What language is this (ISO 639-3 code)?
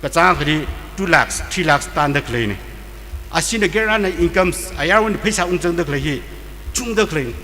nmf